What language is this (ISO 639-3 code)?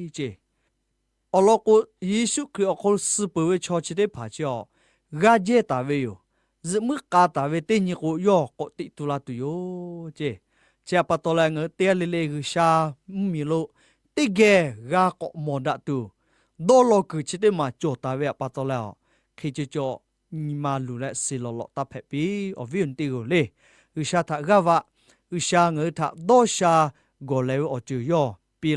lhu